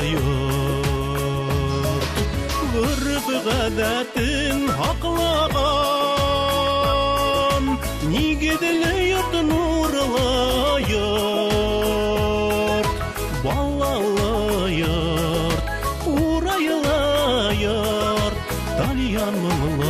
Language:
Bashkir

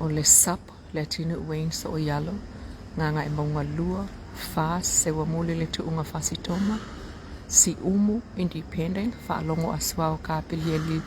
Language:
Samoan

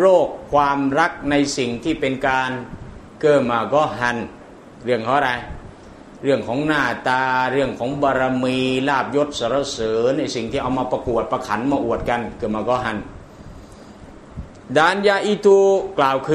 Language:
Thai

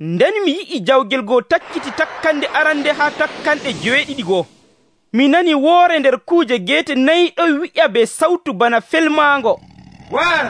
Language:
Nigerian Fulfulde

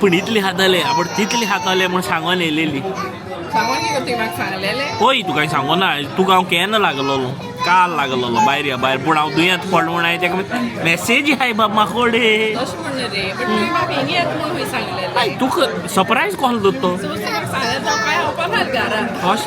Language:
Konkani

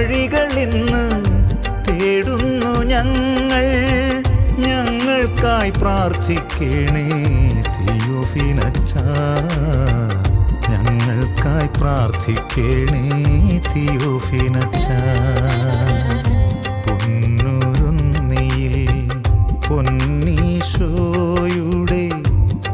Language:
Malayalam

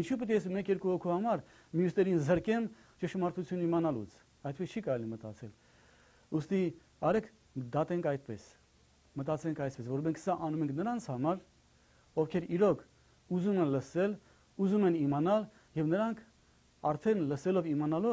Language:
Armenian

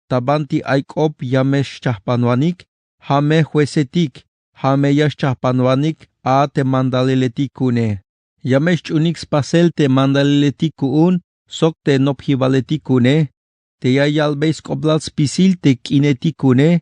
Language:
Tzeltal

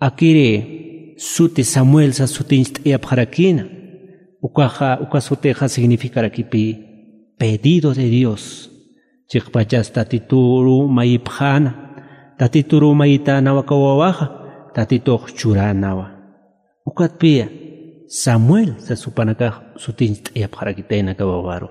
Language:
Aymara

